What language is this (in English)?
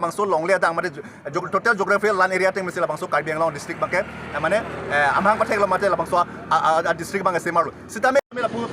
Karbi